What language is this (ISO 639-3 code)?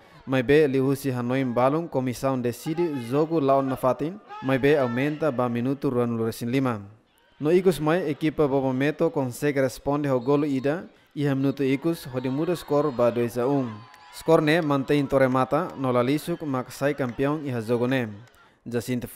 tet